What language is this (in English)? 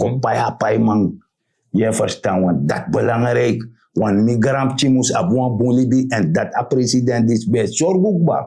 Sranan Tongo